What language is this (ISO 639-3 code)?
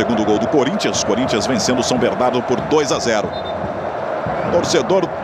por